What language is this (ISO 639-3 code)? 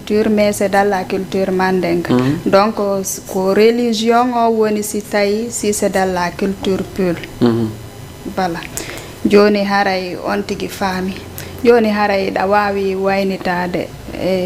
ful